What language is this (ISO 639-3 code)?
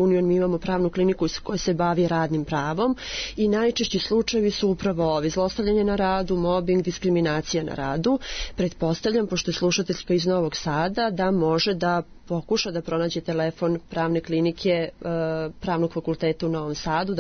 srp